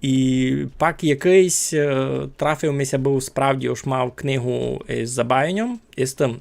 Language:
Rusyn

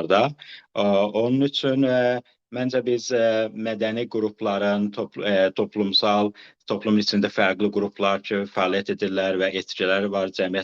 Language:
South Azerbaijani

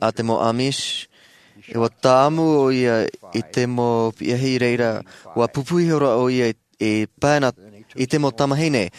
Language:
Tahitian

